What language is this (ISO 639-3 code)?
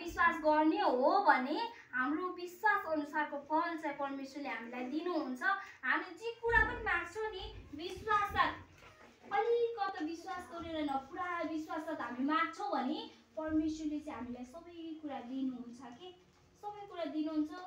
nep